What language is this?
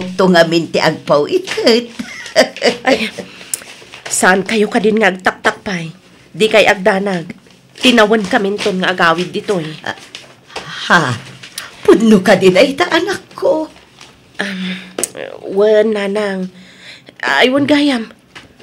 Iloko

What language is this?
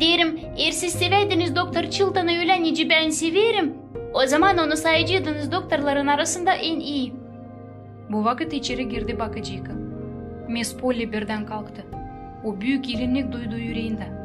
Gagauz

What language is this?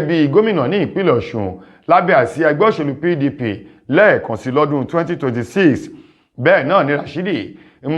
Yoruba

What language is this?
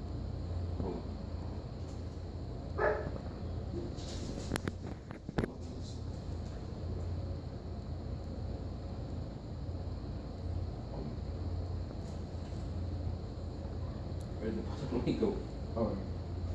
English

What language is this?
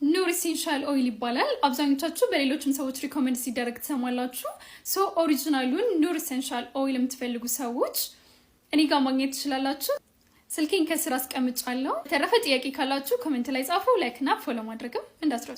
Amharic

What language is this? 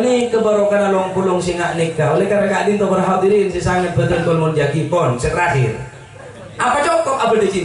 Madurese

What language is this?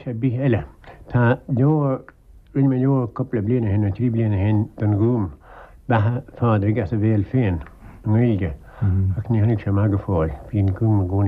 Irish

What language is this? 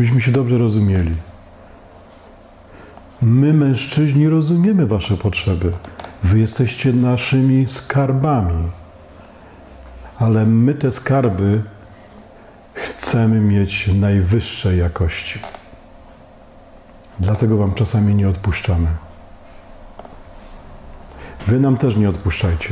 Polish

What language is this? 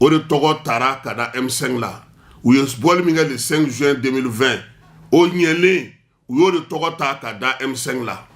Bambara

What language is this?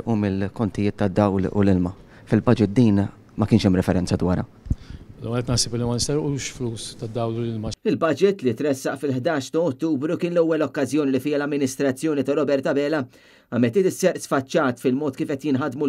Maltese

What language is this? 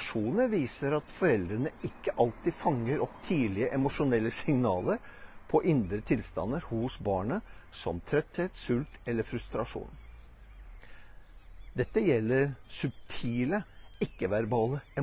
Norwegian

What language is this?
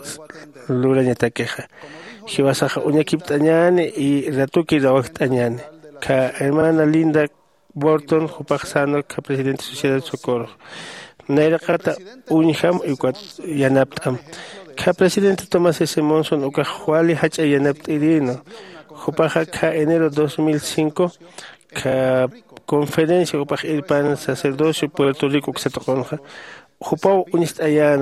Aymara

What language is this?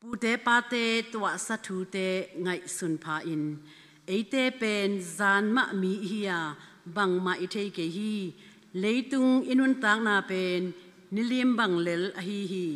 Hakha Chin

